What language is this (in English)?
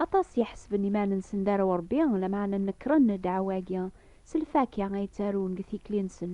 Kabyle